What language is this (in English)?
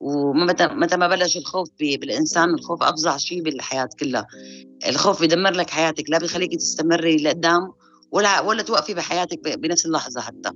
North Levantine Arabic